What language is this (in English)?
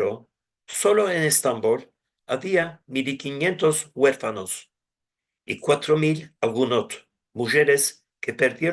Ladino